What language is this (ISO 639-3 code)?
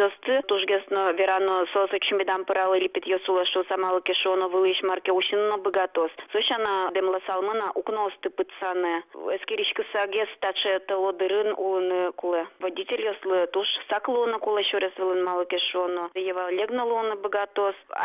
udm